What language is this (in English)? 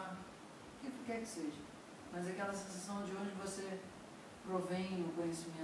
Portuguese